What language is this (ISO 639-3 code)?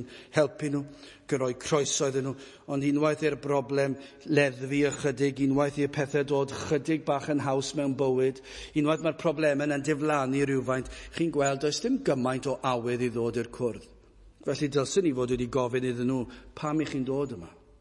cym